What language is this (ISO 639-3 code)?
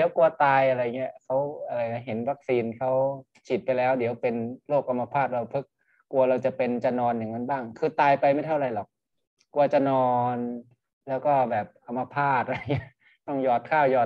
tha